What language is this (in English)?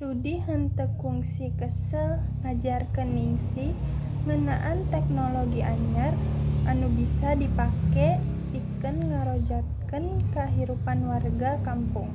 Sundanese